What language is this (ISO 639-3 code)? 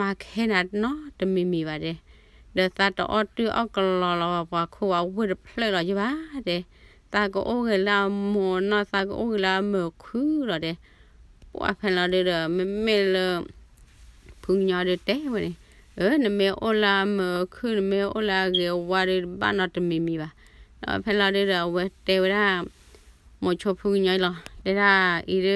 ksw